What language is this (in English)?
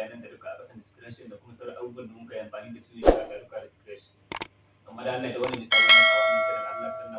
Hausa